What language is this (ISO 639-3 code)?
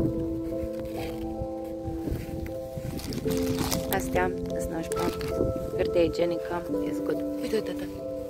ron